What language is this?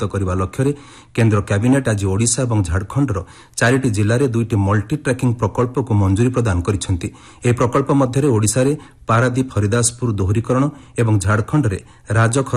Odia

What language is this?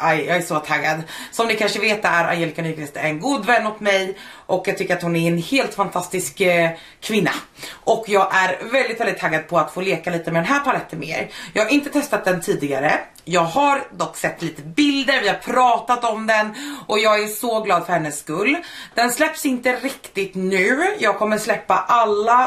Swedish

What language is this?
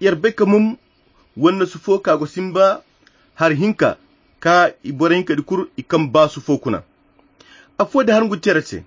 Koyra Chiini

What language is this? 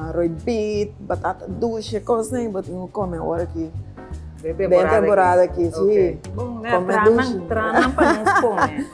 Papiamento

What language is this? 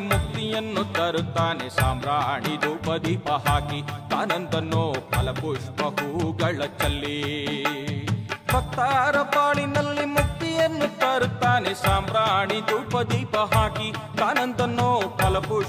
Kannada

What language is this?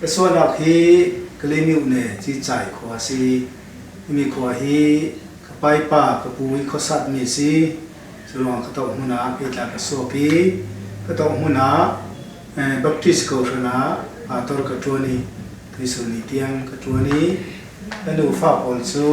Falam Chin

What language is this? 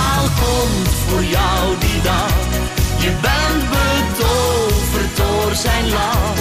Dutch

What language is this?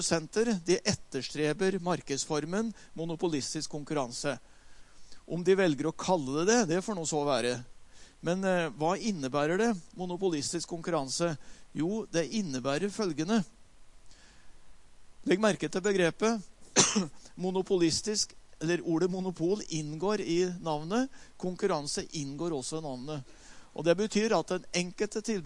Norwegian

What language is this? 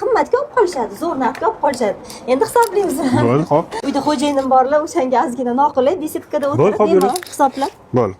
Uzbek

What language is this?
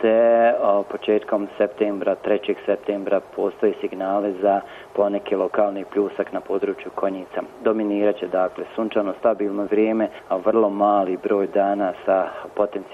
Bosnian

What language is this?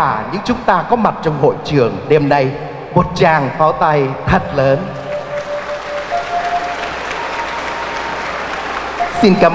Vietnamese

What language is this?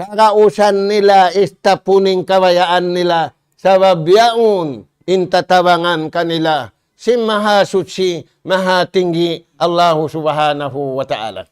Tausug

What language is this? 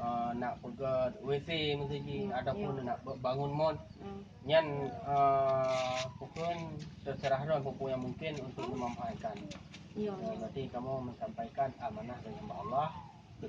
Achinese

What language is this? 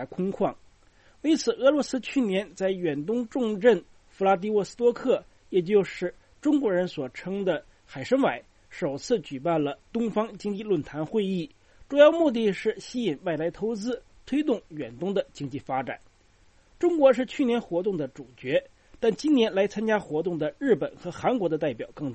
Chinese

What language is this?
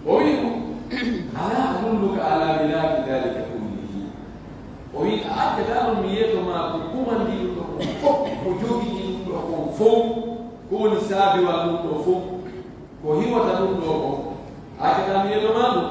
Pular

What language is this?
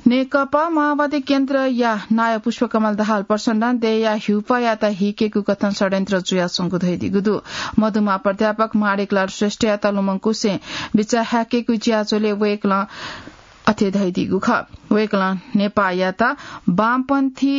Newari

